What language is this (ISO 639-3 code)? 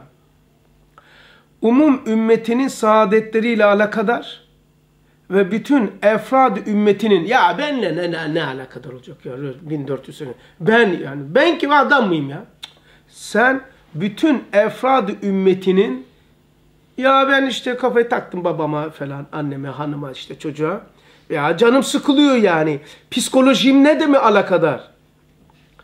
tur